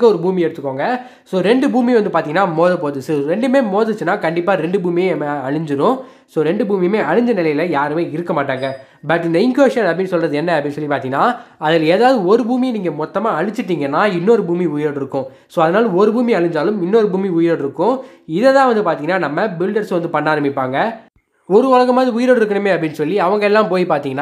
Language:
Tamil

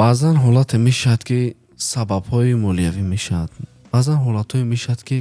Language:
Tajik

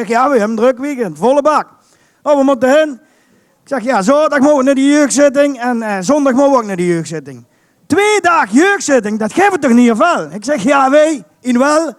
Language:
Limburgish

